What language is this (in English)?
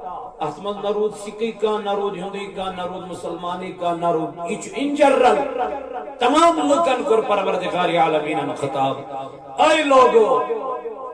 Kashmiri